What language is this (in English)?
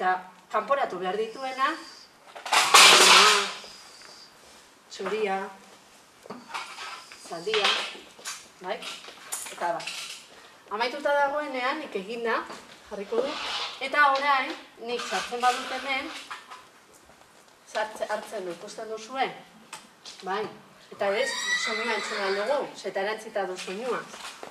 Basque